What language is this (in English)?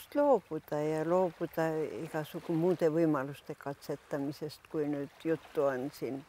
Estonian